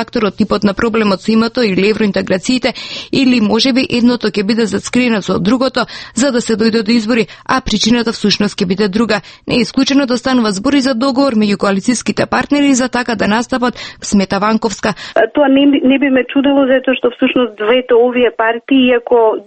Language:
Macedonian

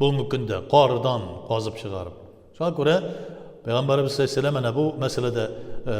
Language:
Tatar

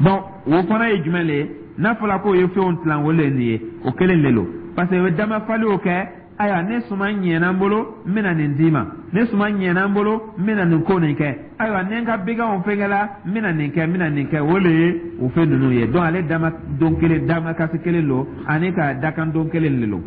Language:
Dyula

